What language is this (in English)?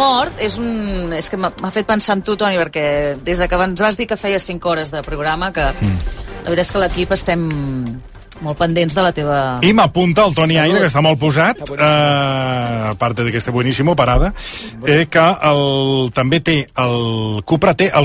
Catalan